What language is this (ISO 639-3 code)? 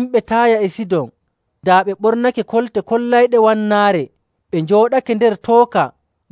fuv